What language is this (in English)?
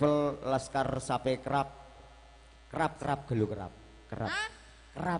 Madurese